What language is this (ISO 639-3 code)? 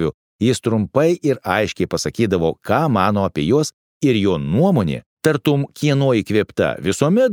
lit